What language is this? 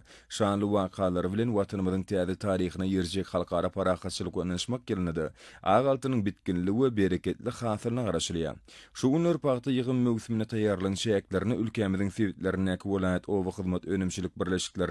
Turkmen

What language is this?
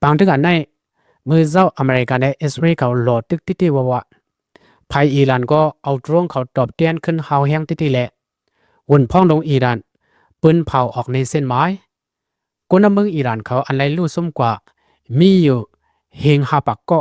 Shan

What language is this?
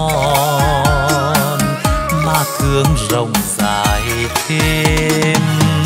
Vietnamese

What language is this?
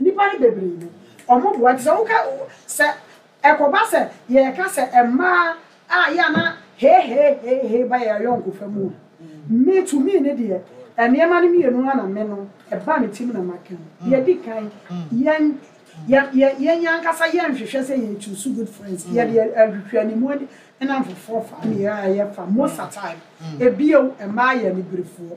Akan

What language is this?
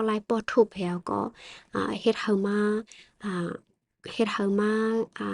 Shan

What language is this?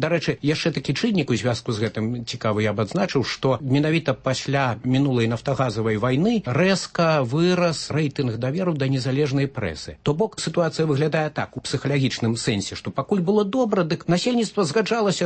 Belarusian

